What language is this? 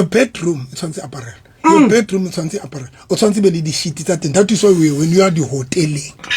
Southern Sotho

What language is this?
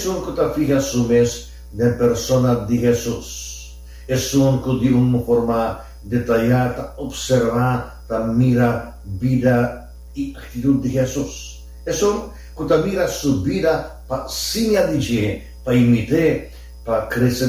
Papiamento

